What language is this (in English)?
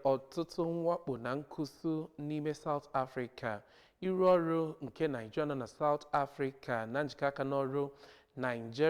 Igbo